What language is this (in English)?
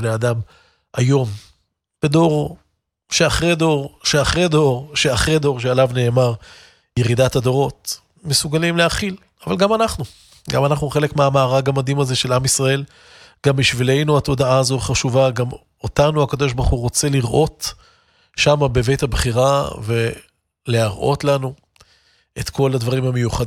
Hebrew